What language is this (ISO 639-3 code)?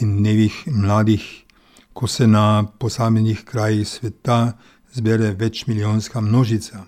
slv